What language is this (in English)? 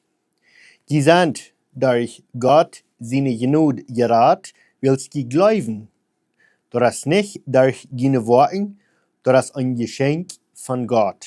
Plautdietsch